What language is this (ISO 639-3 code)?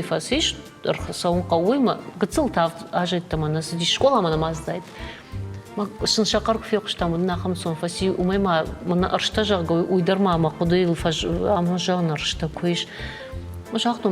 oss